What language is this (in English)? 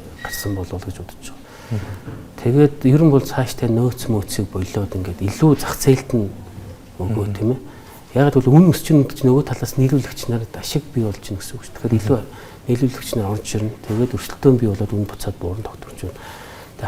Mongolian